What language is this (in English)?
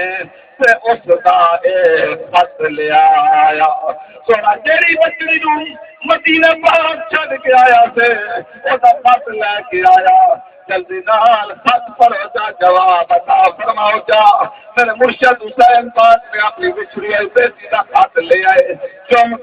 Saraiki